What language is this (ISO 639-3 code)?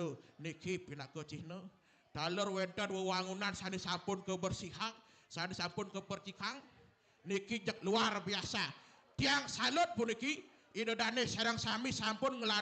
ban